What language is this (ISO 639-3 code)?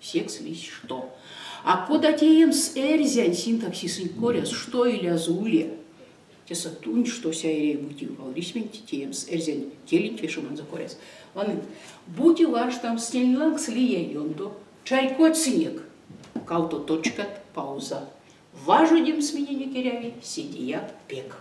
myv